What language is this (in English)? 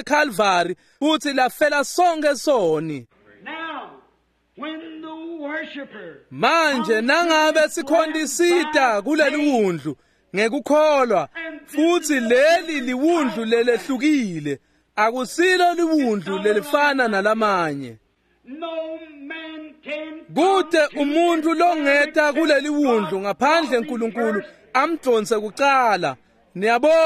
Swati